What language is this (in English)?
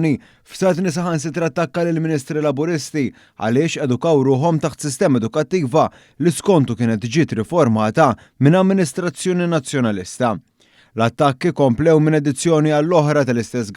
Maltese